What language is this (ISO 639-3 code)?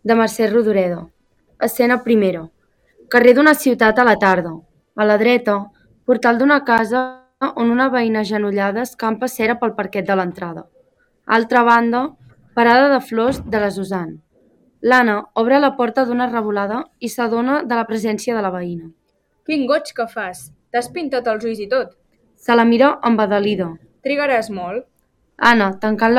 cat